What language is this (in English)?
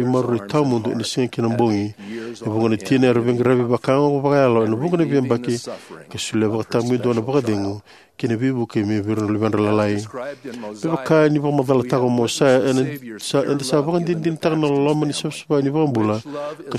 Fijian